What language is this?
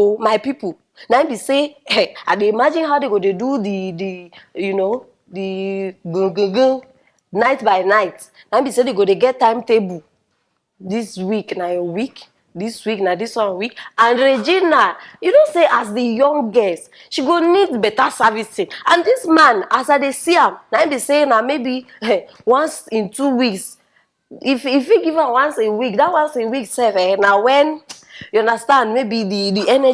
Nigerian Pidgin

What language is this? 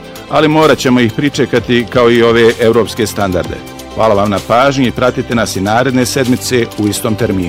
Bosnian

